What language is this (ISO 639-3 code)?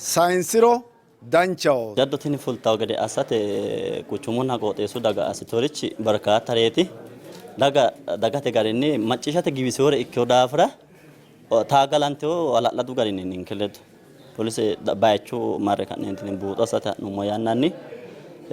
sid